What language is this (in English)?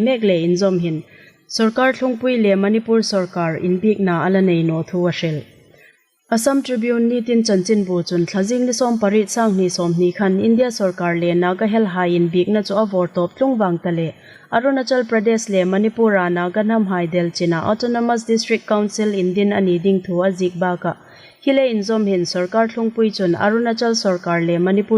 Hmar